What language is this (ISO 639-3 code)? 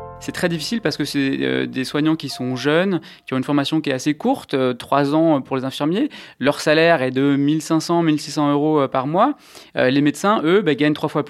fra